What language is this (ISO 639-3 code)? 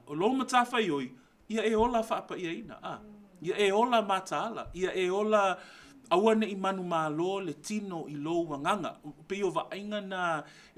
smo